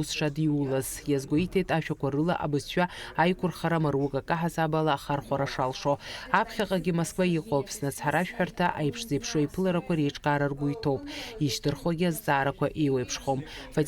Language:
Abkhazian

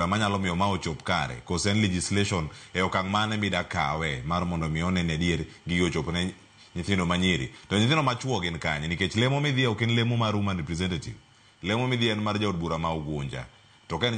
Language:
Luo (Kenya and Tanzania)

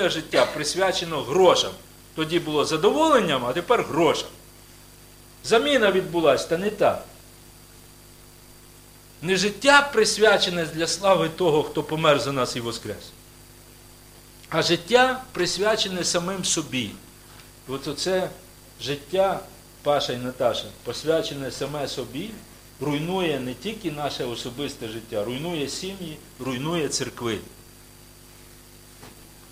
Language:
Ukrainian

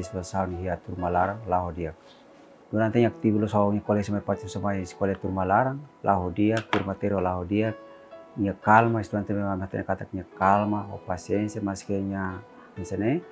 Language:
Tetum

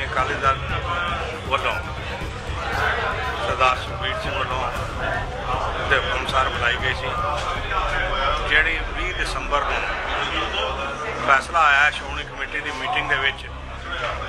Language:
Punjabi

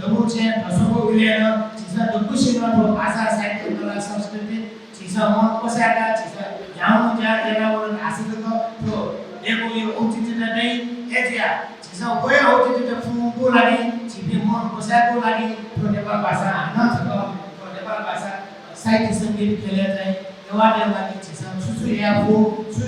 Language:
Newari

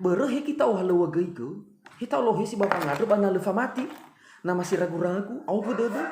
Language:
Nias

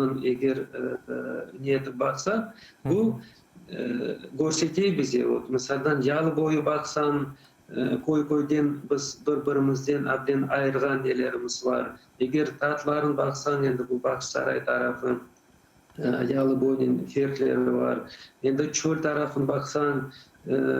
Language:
Crimean Tatar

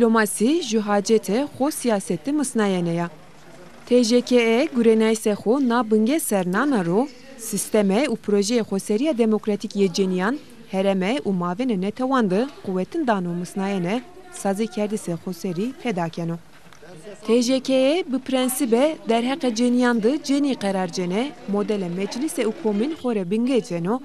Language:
Zaza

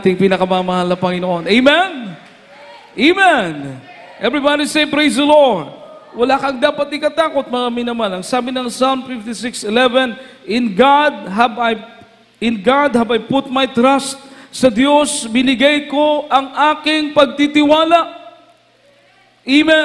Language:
Filipino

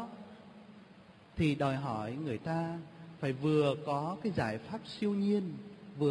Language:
Vietnamese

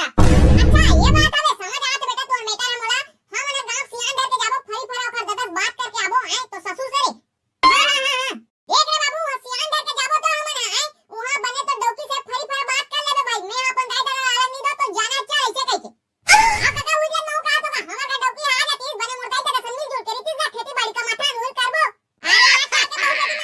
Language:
Chhattisgarhi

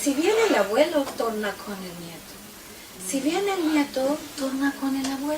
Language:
Ladino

